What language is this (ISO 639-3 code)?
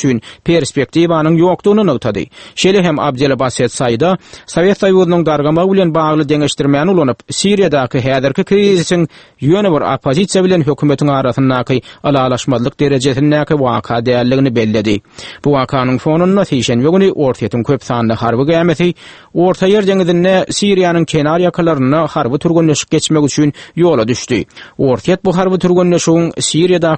tuk